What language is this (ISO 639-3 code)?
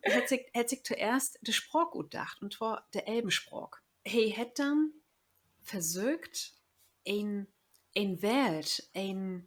nds